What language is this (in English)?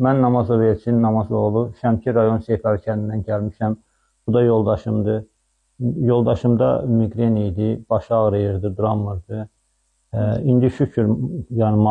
Azerbaijani